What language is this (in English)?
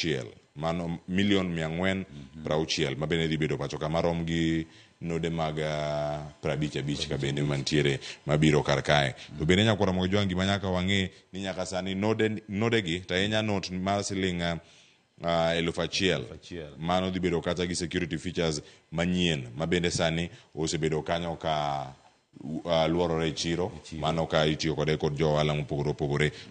Luo (Kenya and Tanzania)